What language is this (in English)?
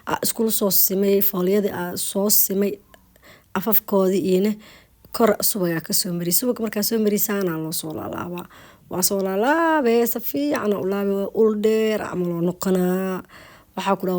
Somali